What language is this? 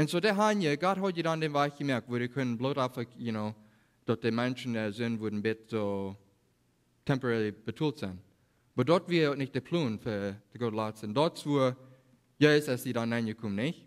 Plautdietsch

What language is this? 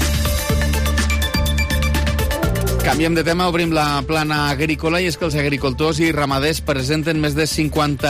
Catalan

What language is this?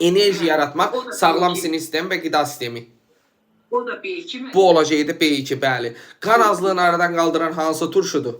Azerbaijani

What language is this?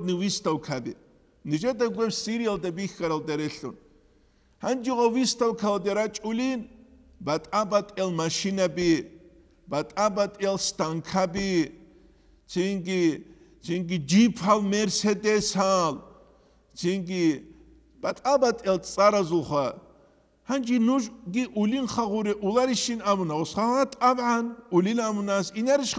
Avaric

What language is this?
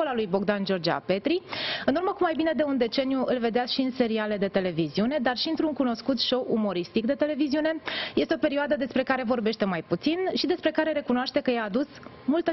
Romanian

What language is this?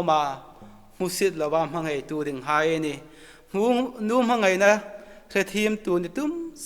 Hmar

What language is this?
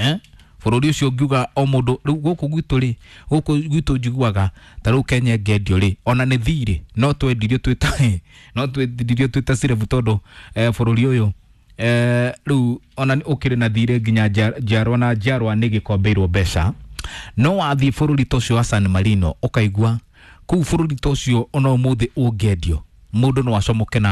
Kikuyu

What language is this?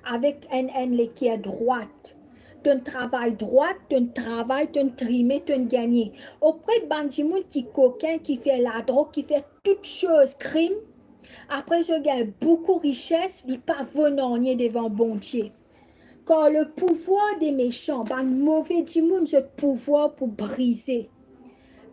Morisyen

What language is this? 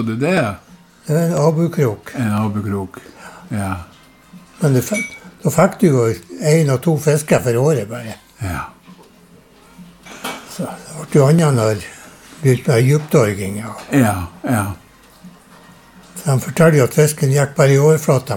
Norwegian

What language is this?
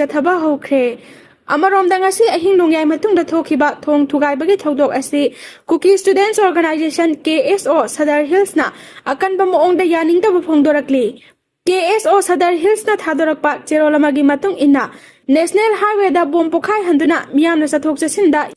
Manipuri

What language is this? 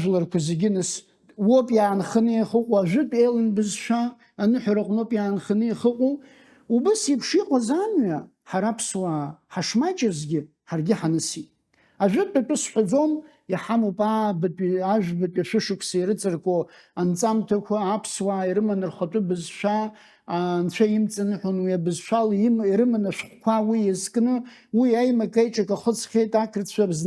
Abkhazian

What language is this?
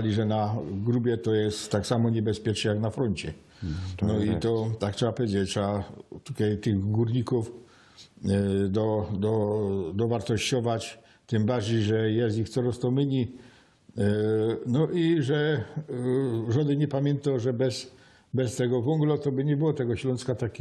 Silesian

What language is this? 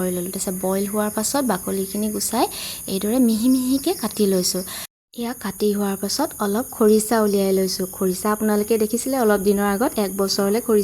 Assamese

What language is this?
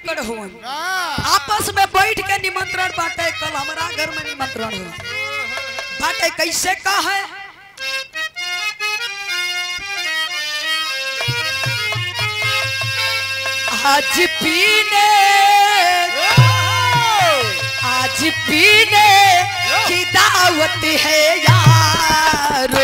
Bhojpuri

